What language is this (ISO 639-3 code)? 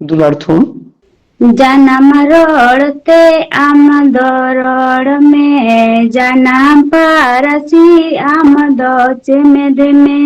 sat